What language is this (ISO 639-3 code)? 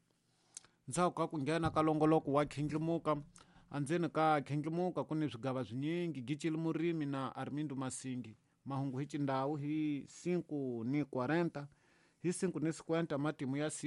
tso